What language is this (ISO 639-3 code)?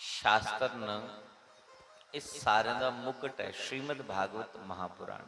doi